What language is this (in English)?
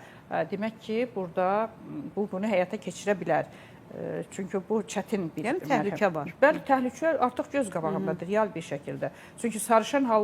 Azerbaijani